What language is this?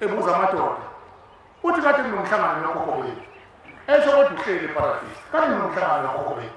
Zulu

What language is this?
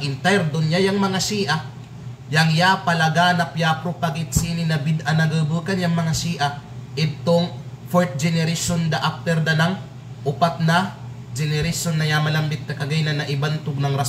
Kalagan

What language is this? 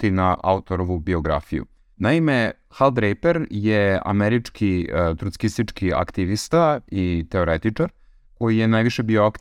Serbian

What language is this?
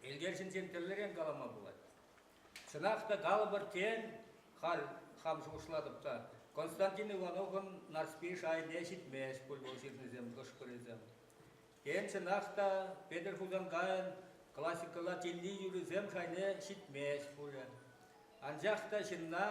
Chuvash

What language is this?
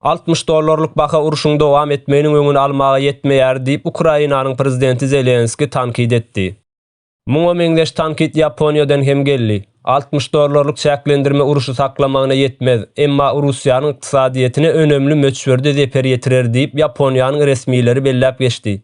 Turkmen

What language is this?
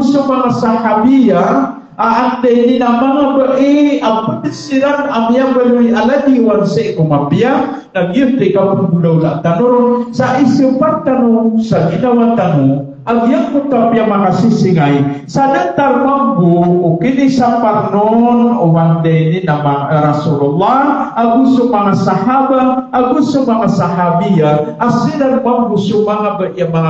Maranao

